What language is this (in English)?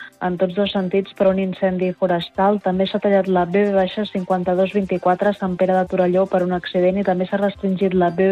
Catalan